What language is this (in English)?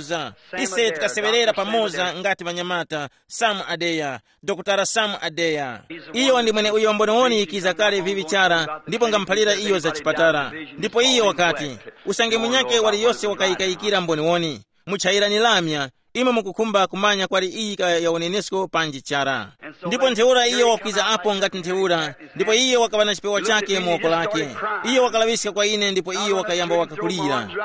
Tumbuka